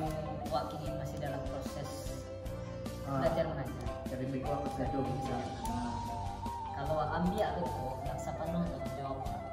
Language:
Minangkabau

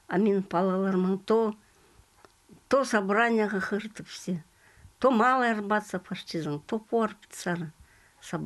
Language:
Khakas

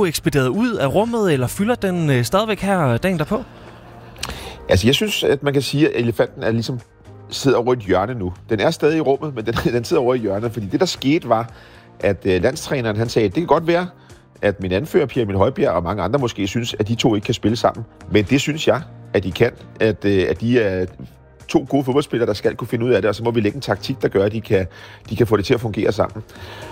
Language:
Danish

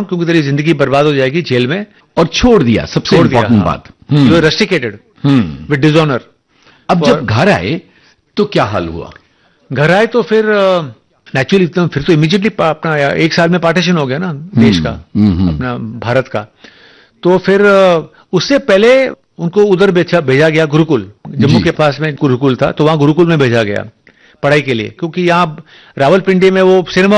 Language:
Hindi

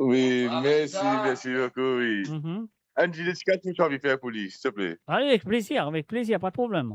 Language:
Morisyen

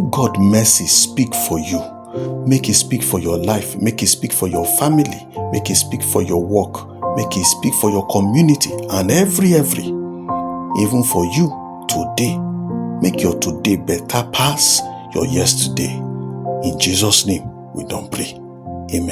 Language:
Nigerian Pidgin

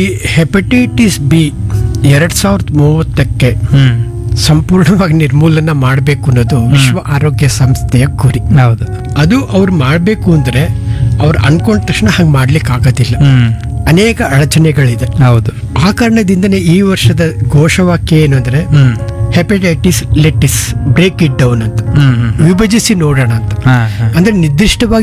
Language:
Kannada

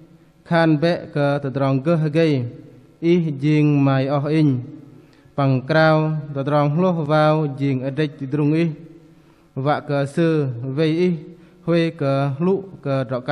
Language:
Bahnar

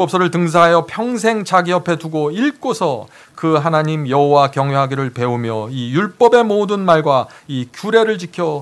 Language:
Korean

